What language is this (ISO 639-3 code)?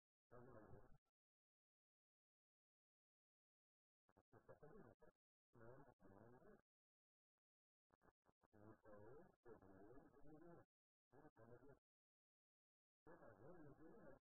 heb